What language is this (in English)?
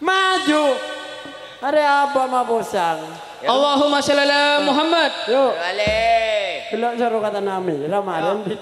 Madurese